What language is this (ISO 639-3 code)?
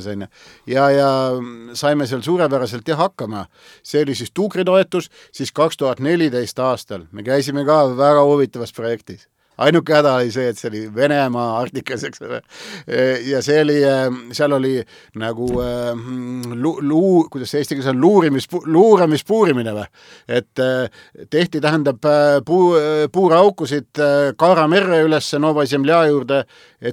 est